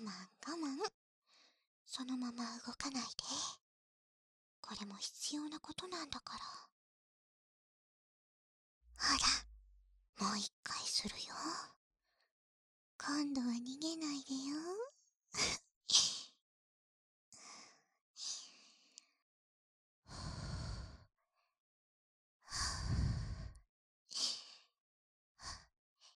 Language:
Japanese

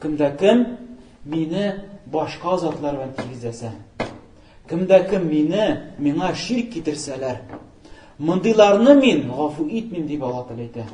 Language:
Tatar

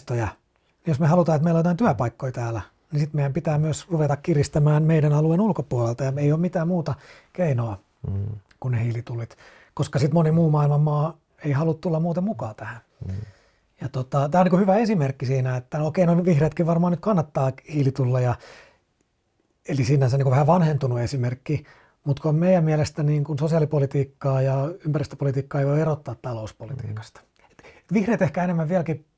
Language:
Finnish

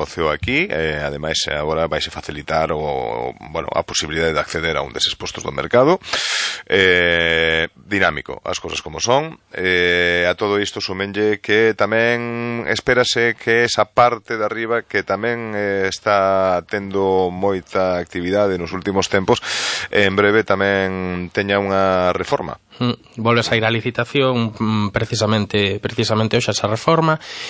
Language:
Galician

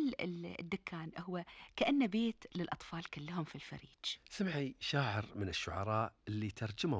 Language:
Gulf Arabic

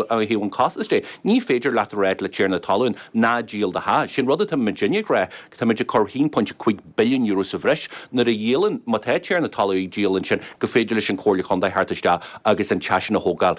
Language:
Irish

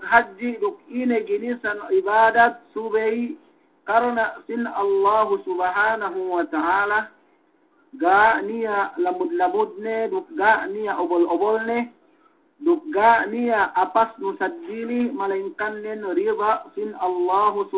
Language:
Yakan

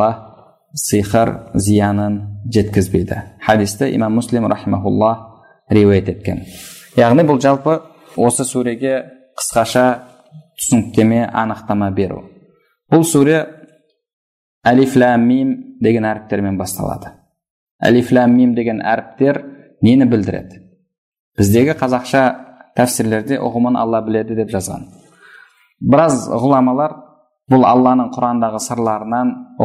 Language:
Kazakh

